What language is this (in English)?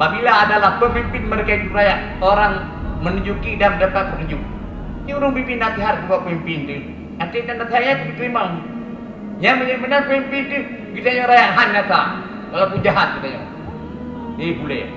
Achinese